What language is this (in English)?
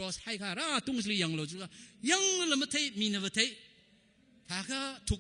Tangkhul Naga (India)